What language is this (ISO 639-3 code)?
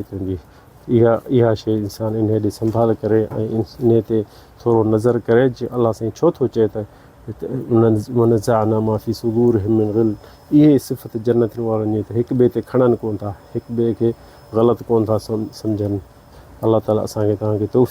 snd